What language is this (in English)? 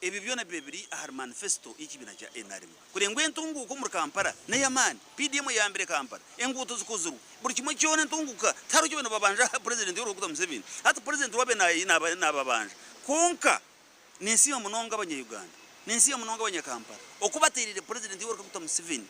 Nyankole